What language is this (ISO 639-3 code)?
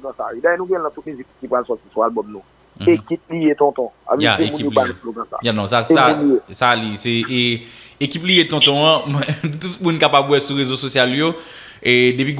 hat